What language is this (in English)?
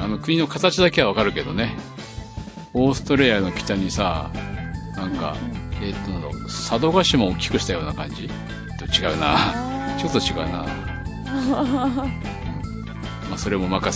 Japanese